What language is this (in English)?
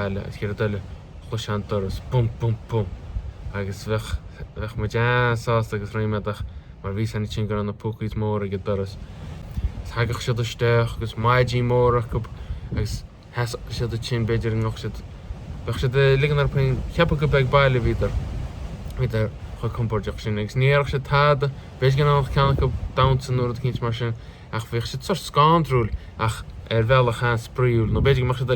Irish